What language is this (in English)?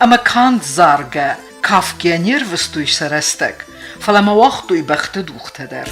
Ossetic